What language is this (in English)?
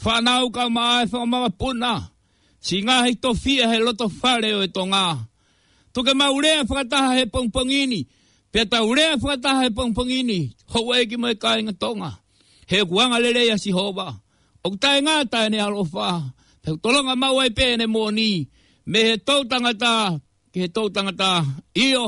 Tongan